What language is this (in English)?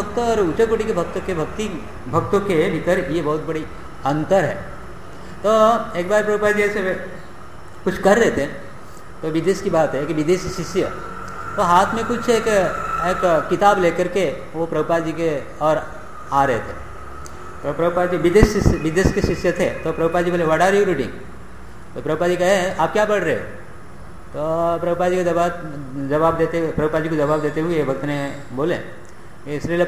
Hindi